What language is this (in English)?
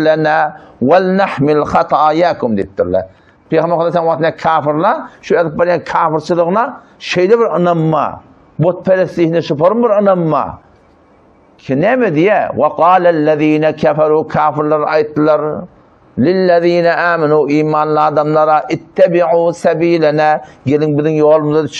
Turkmen